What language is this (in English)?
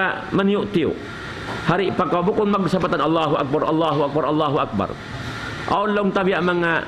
Tausug